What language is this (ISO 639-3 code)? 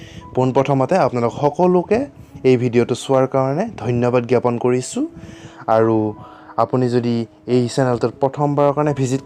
asm